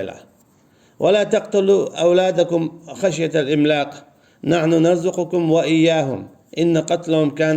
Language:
Chechen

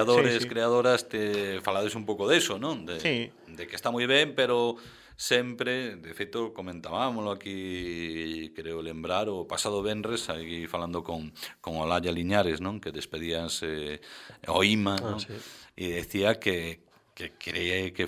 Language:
Galician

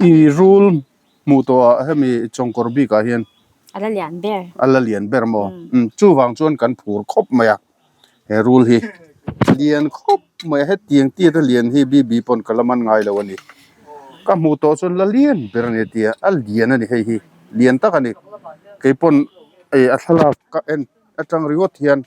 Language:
Mizo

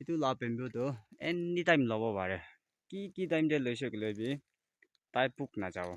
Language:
Naga Pidgin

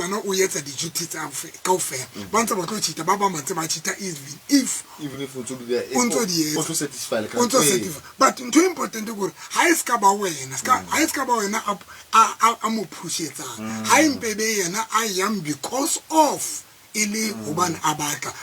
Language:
Tswana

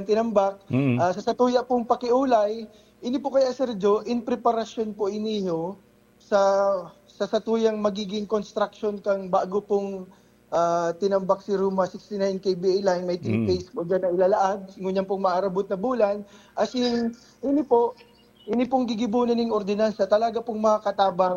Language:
Bikol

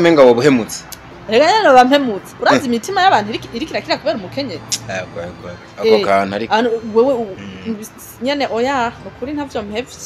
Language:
Rundi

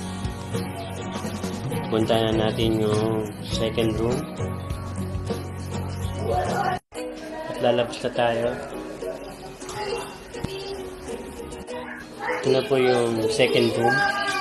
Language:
Filipino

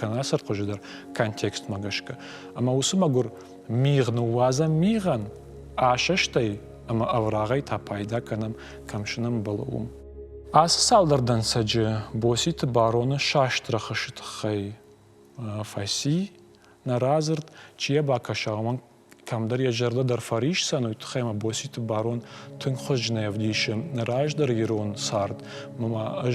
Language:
Ossetic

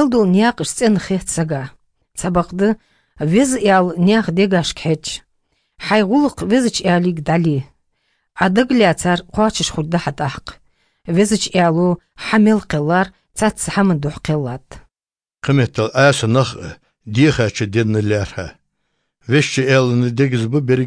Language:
Chechen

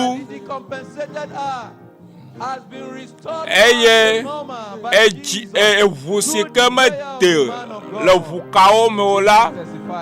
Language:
Ewe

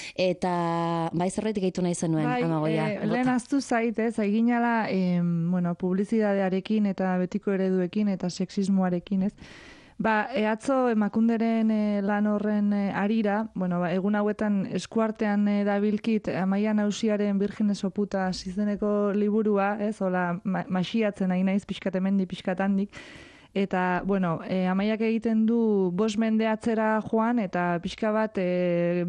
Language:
Basque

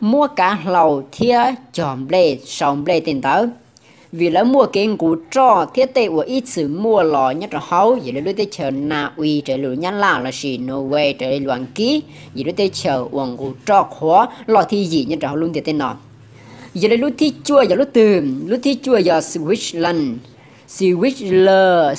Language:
Hmong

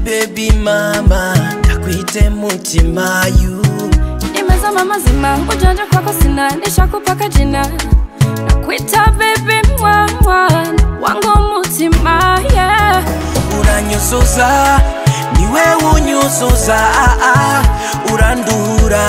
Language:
Swahili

